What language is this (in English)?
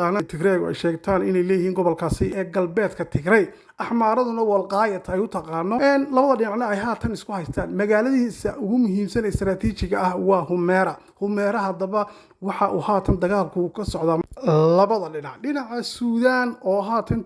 Somali